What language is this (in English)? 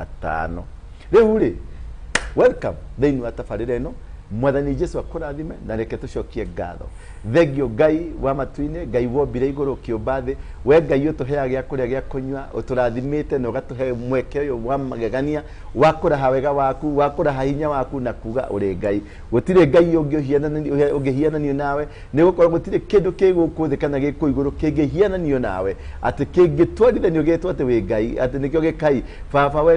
Kikuyu